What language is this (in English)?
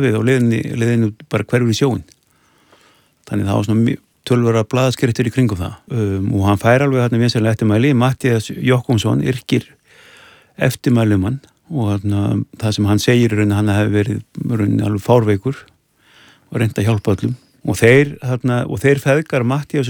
Icelandic